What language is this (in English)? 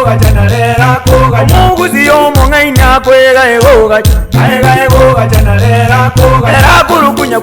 Gusii